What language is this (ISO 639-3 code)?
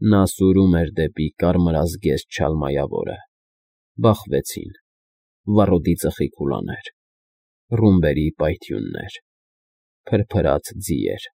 hye